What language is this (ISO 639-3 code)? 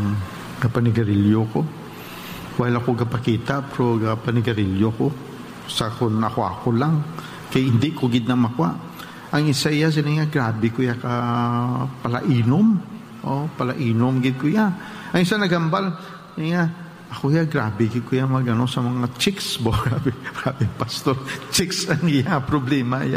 hil